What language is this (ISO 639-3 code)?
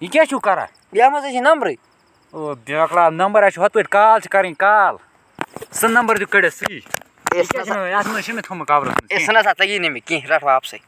kas